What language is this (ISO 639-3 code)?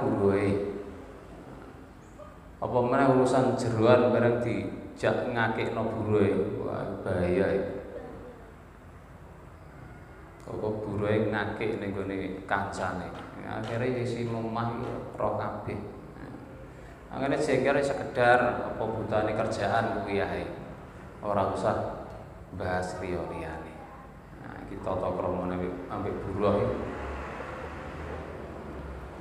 jav